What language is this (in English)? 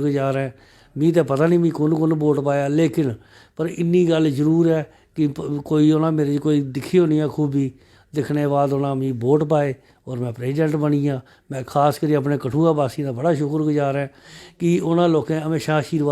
Dogri